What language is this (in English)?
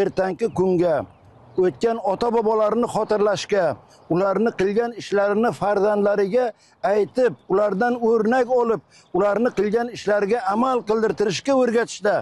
Uzbek